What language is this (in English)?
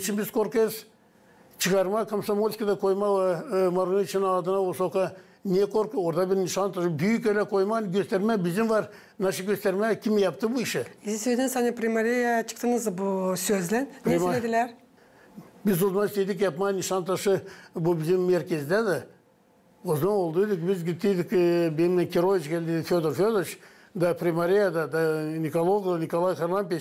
Gagauz